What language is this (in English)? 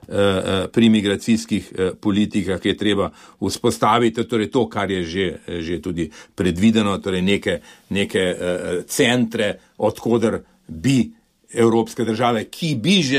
Slovenian